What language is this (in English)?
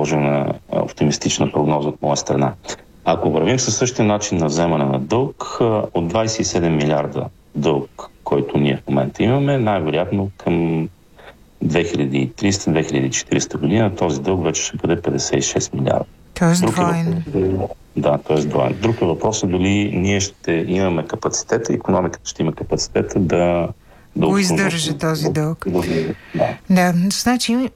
Bulgarian